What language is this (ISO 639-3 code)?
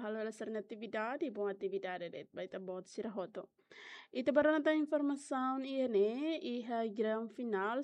tet